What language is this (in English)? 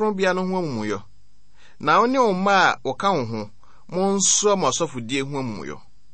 Akan